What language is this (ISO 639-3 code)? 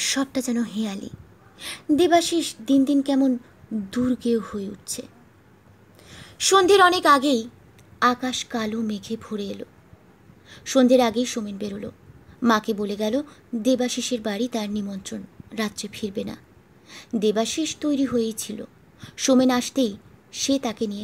ben